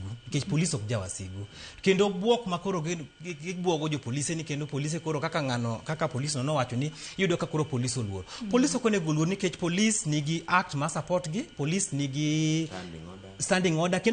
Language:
Luo (Kenya and Tanzania)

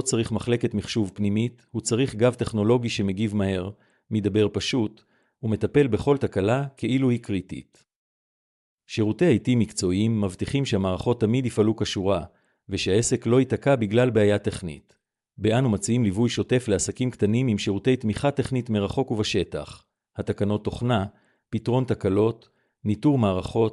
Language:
Hebrew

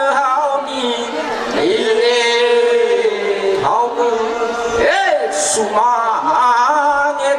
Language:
Nias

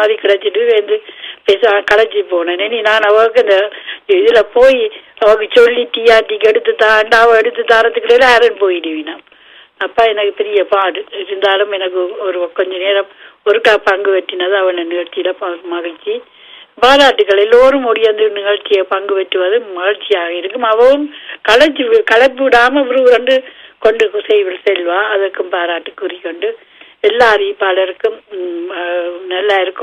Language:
Tamil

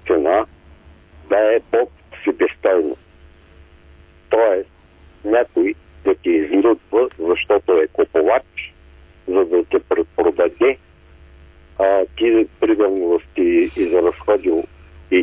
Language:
Bulgarian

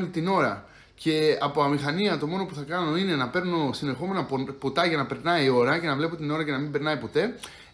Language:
Greek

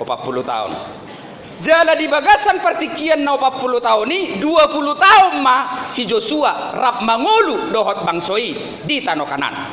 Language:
Batak Toba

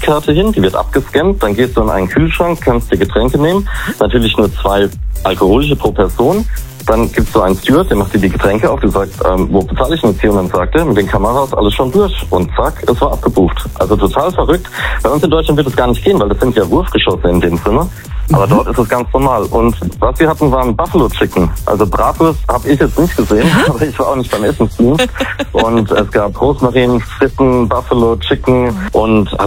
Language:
German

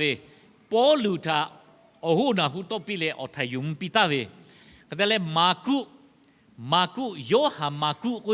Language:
Lahu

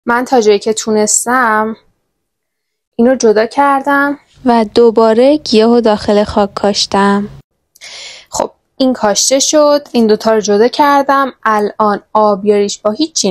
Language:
Persian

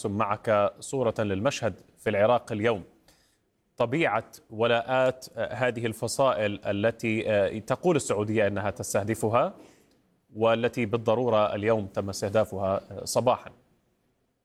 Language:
Arabic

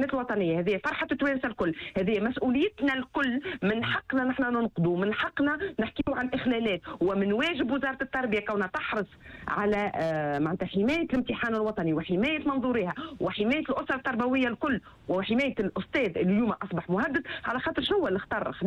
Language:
Tunisian Arabic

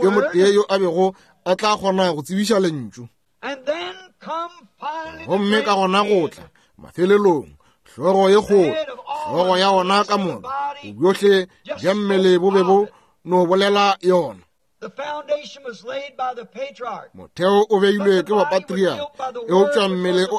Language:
Northern Sotho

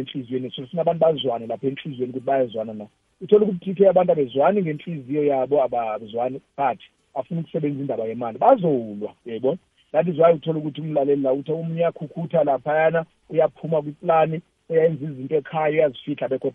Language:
South Ndebele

